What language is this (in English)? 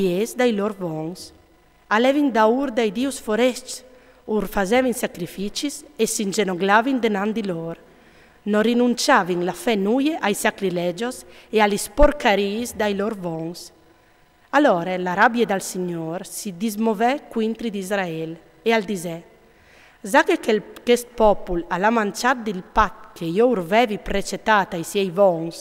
Friulian